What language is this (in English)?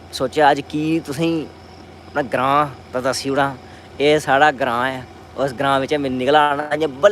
Dogri